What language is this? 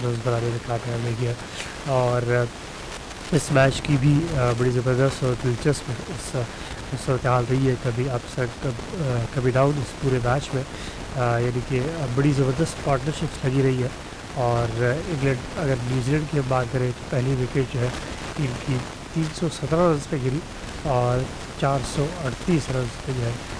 Urdu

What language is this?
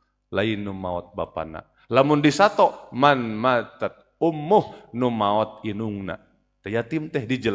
Sundanese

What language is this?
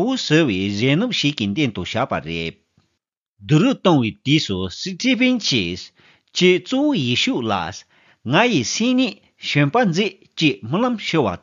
Tibetan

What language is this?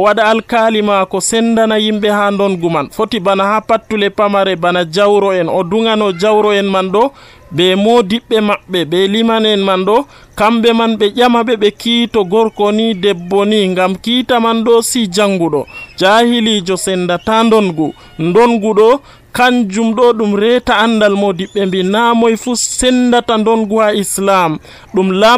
Nigerian Fulfulde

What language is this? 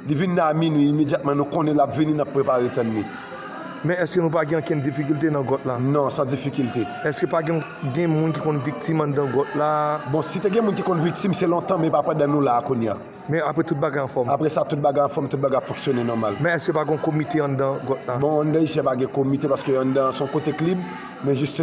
Haitian Creole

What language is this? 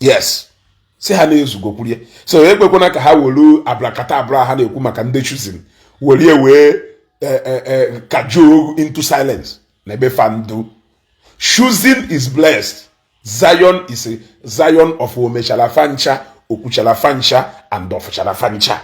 Igbo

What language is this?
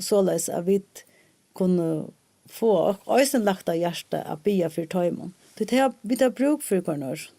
Faroese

